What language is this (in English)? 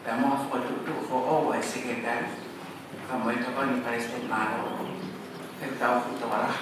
Tongan